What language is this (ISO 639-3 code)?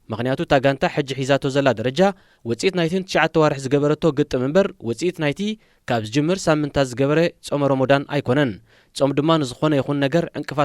tir